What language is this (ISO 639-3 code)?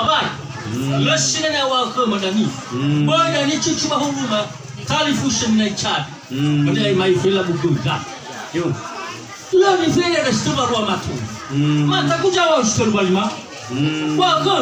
nia